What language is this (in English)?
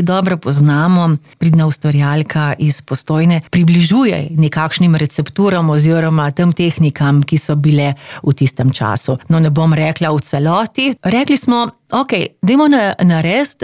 Slovenian